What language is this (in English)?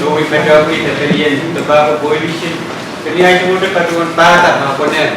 Pohnpeian